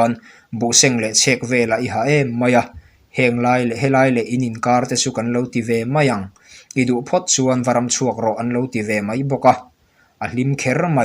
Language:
Mizo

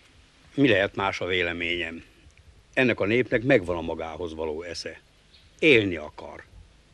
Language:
Hungarian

